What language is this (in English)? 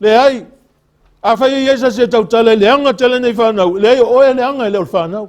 Samoan